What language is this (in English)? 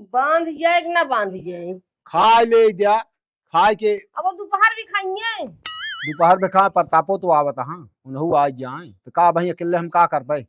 Awadhi